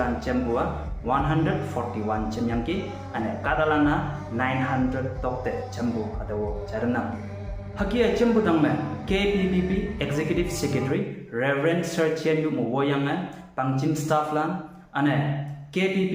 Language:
Konyak Naga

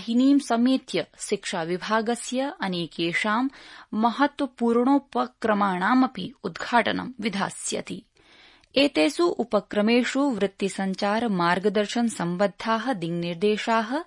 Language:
Sanskrit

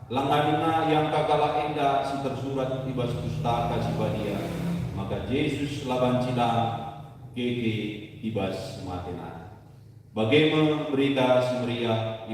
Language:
Batak Karo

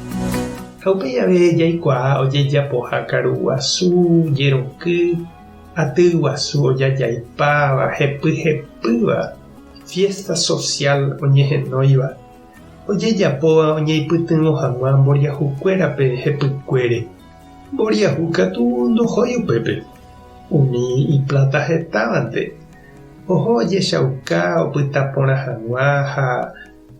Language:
Guarani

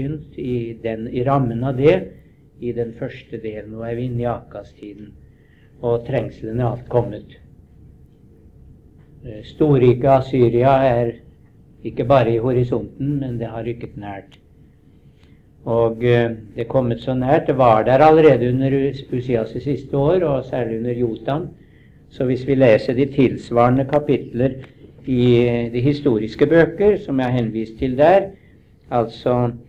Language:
Norwegian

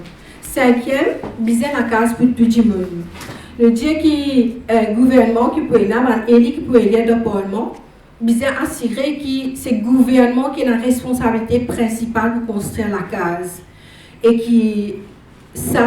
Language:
Morisyen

